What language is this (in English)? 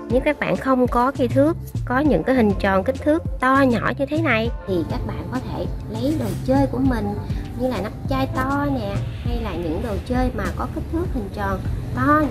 Vietnamese